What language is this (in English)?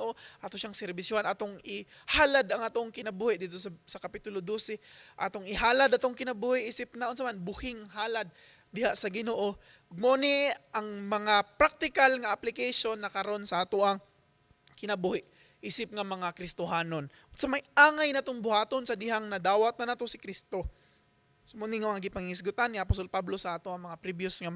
Cebuano